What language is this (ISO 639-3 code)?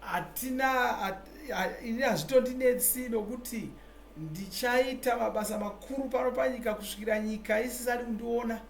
sna